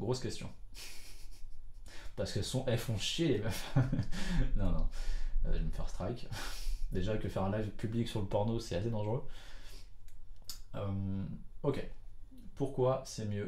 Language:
French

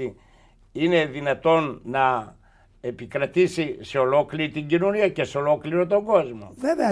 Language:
Greek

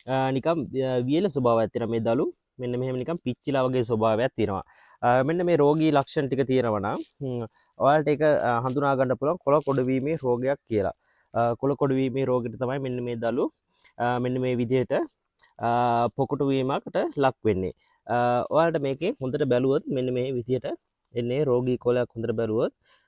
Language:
Sinhala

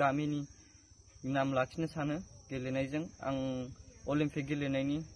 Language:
Bodo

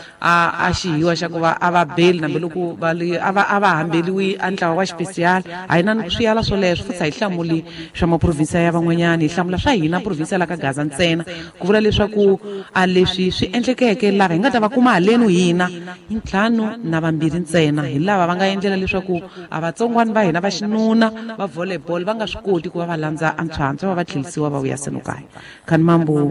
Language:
Tsonga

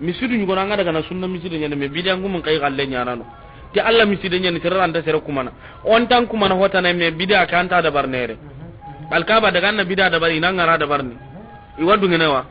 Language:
Soninke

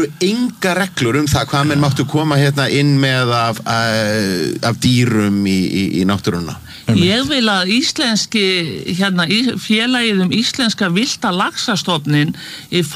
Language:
Icelandic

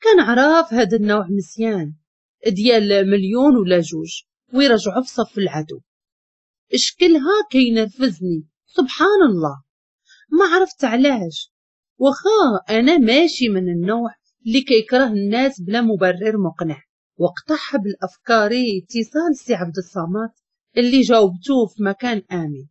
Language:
Moroccan Arabic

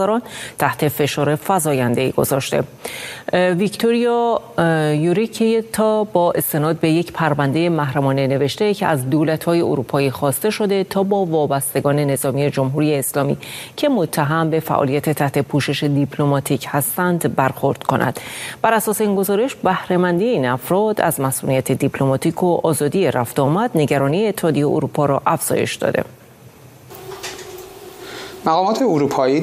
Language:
Persian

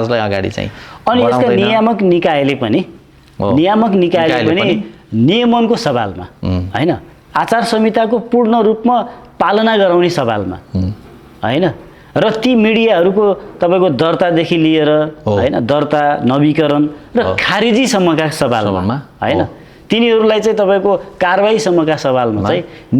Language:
Nepali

